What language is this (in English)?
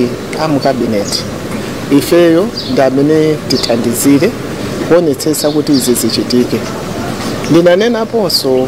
Nyanja